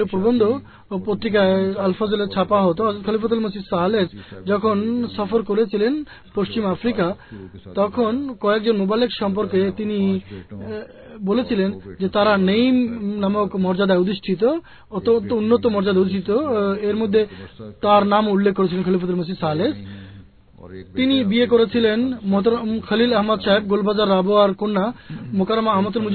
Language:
Bangla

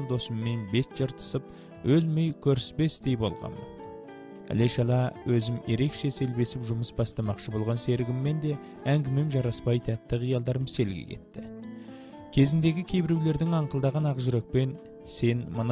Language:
Kazakh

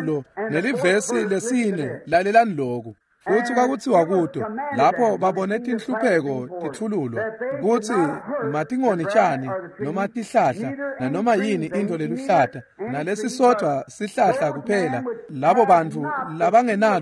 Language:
Swati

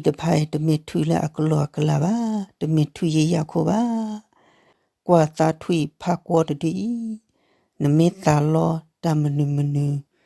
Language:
S'gaw Karen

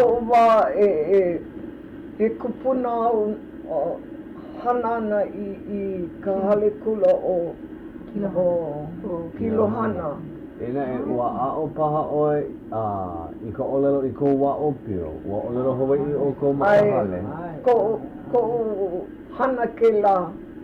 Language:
Hawaiian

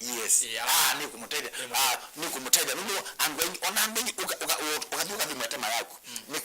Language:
Kamba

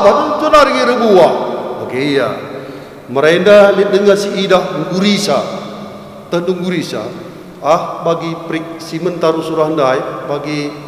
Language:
Batak Karo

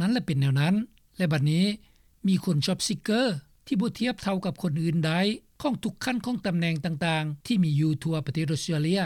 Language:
Lao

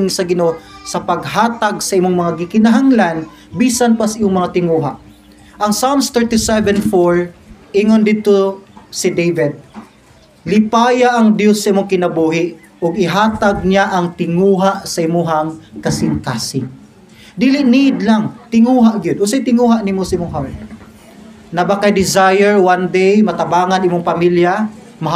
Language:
Cebuano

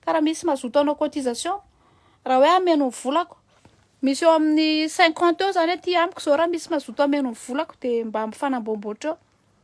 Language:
Malagasy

